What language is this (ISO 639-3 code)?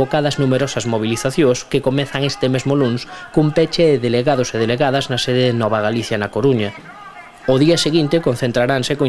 glg